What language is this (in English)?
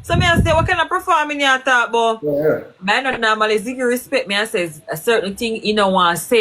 Jamaican Creole English